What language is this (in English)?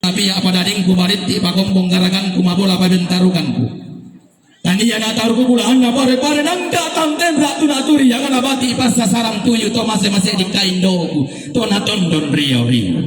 Toraja-Sa'dan